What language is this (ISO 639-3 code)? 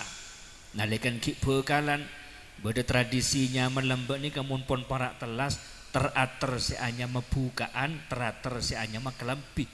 mad